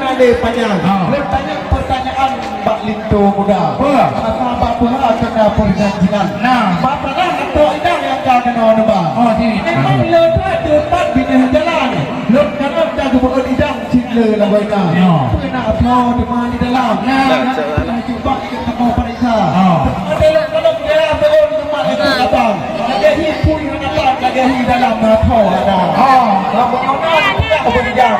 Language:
Achinese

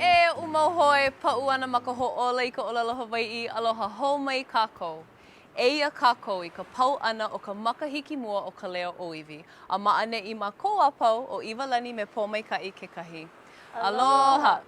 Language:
Hawaiian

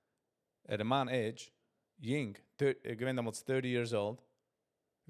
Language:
Yiddish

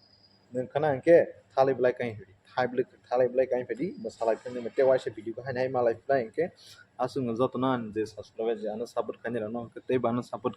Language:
Kok Borok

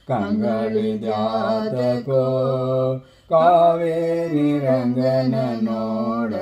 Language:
Kannada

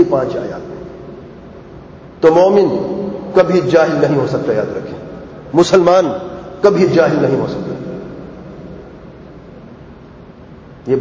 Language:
Urdu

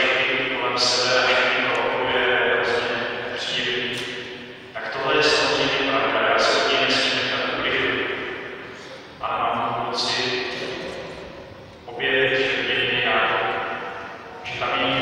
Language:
Czech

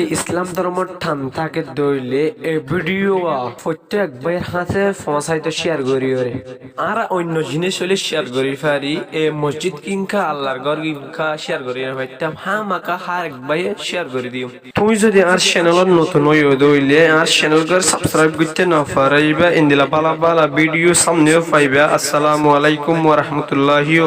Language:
Rohingya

